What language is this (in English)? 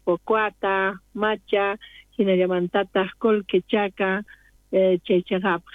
South Bolivian Quechua